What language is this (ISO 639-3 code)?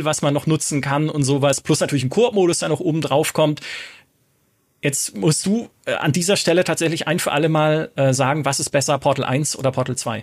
deu